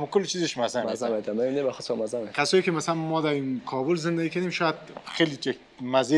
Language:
Persian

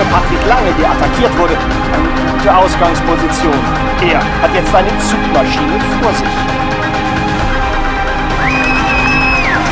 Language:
German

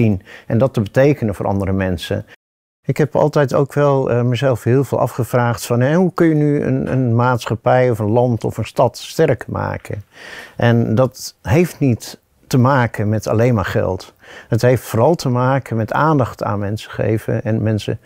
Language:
Dutch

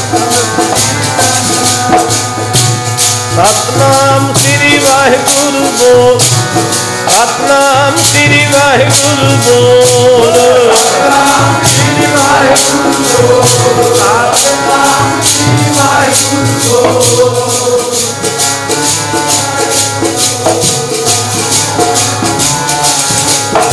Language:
Punjabi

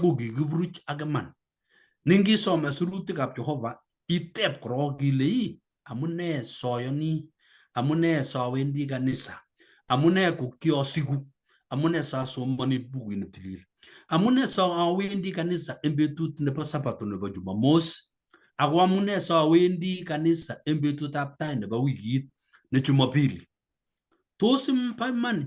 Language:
Kalenjin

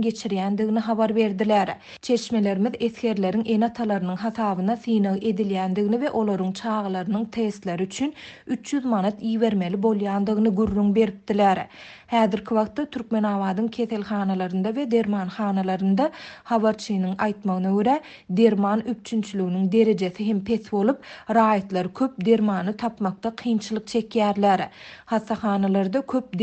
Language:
Turkmen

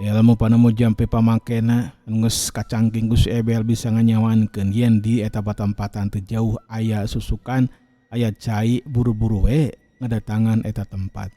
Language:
Sundanese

